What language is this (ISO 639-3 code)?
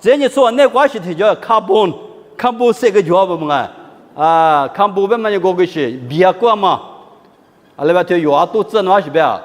lis